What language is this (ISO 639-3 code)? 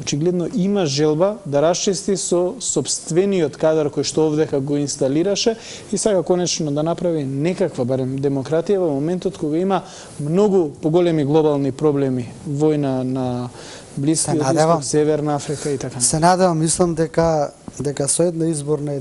mkd